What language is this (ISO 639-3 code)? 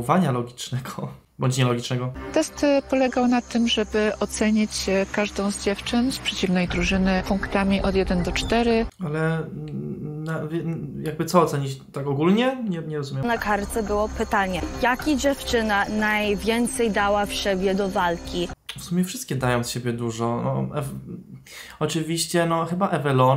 pol